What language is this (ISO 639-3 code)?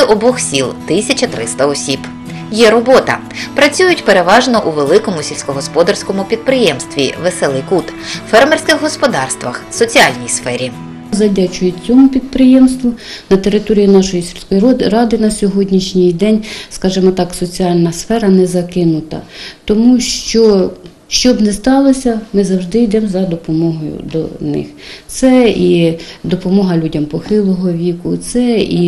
ukr